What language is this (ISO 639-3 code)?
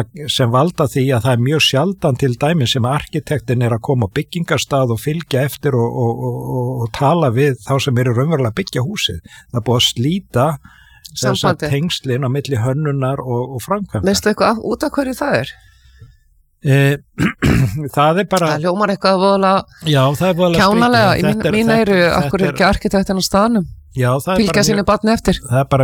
isl